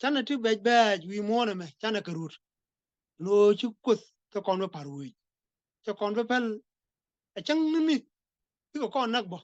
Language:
Nuer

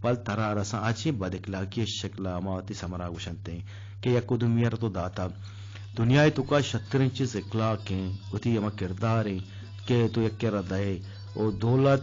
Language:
Eastern Balochi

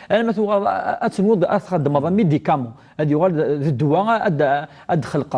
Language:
Kabyle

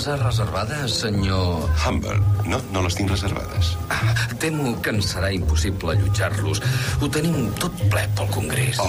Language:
Catalan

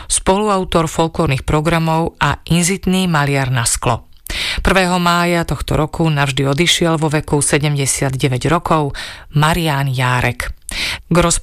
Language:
Slovak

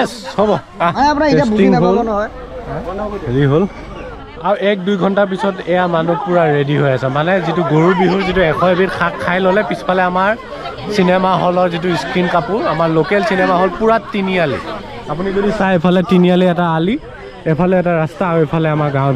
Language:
Assamese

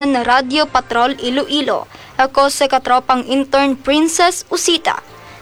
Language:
Hiligaynon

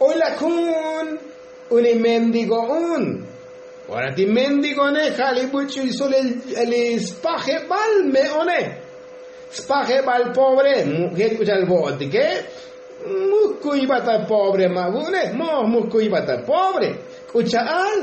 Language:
Tzotzil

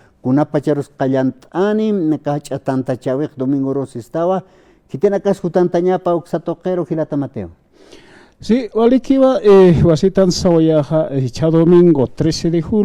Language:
Aymara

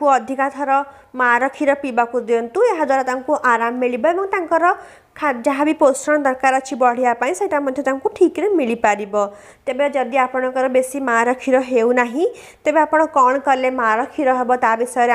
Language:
Odia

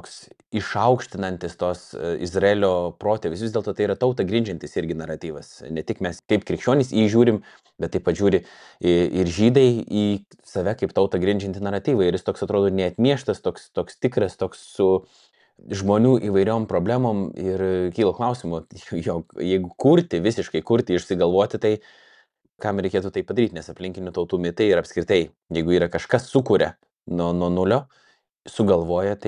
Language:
Lithuanian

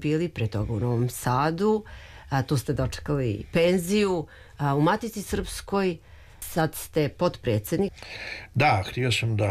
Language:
Serbian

